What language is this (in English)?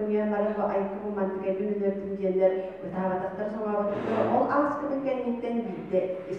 Yakut